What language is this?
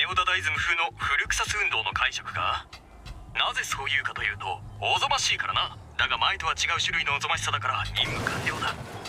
Japanese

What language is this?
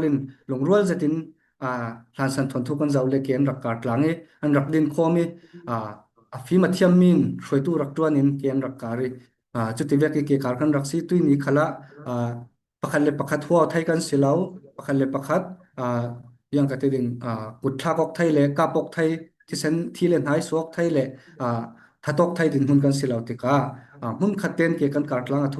Falam Chin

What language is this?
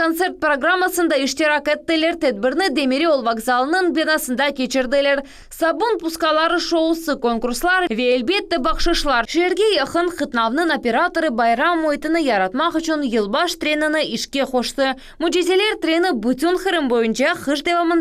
Crimean Tatar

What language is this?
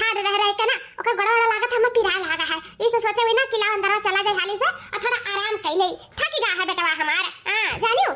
Awadhi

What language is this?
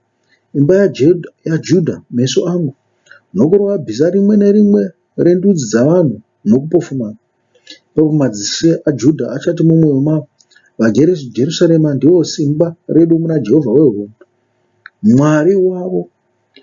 Shona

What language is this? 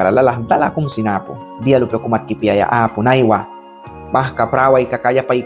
Mískito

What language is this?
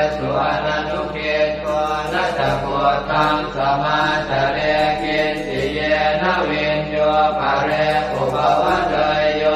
Pali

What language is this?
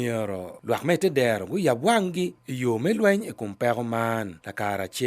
Acoli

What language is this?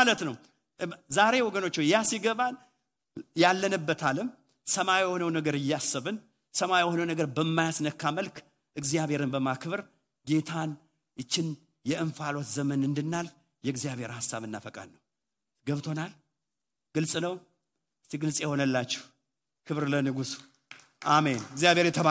Amharic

